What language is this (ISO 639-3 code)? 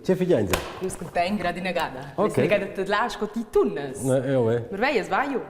roh